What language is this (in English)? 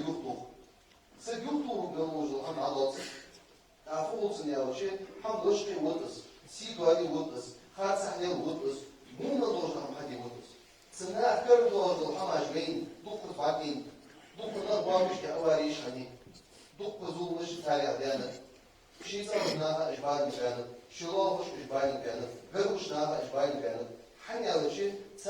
Ingush